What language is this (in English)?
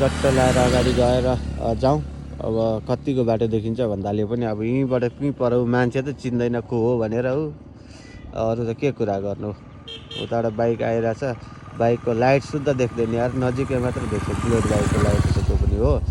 Nepali